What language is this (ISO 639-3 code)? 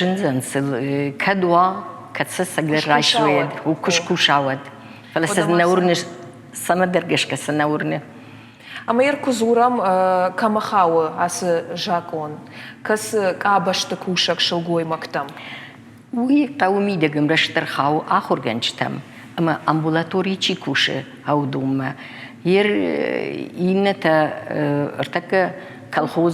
oss